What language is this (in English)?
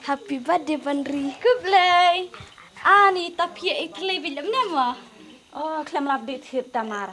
Khasi